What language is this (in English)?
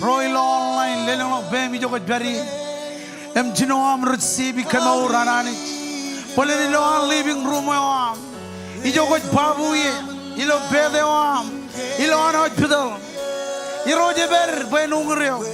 Marshallese